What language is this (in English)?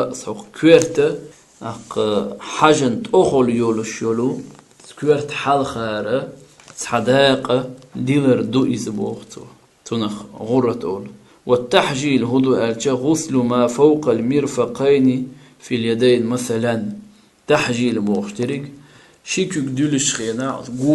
Chechen